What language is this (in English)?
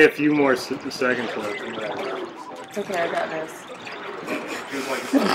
English